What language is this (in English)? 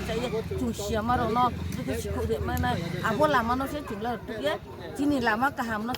Riang (India)